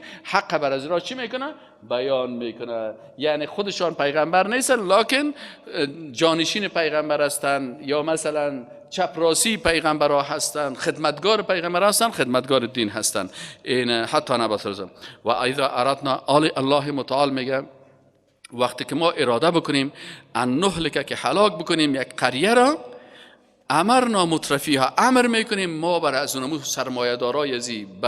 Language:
Persian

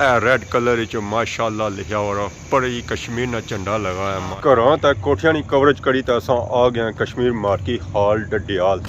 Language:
Pahari-Potwari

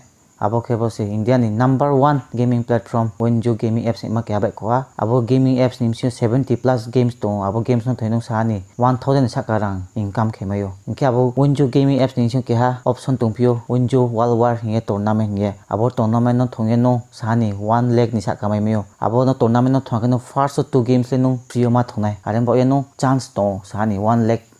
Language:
Riang (India)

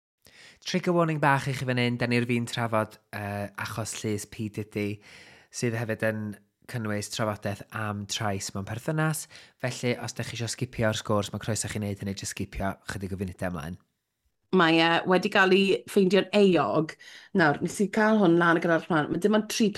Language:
Welsh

